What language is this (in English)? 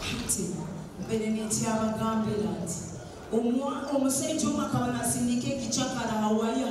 Nyoro